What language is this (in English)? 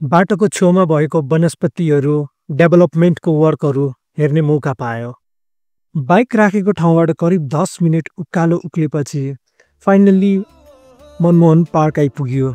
Nepali